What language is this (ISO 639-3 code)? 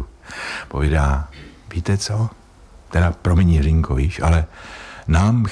ces